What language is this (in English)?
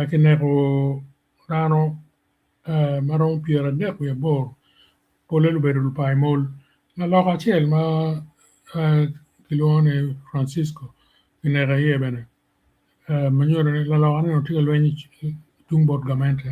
Acoli